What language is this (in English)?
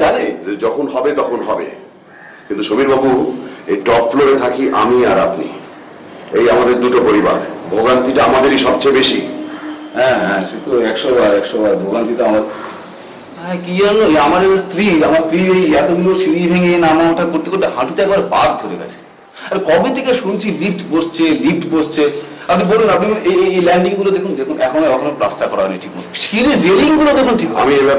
Bangla